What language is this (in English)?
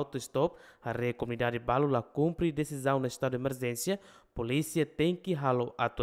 Tetum